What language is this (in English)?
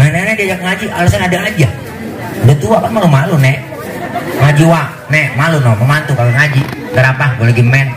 Betawi